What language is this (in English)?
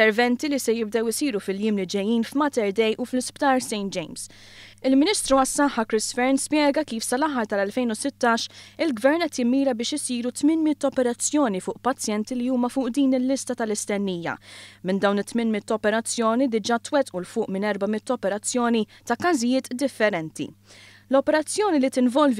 Maltese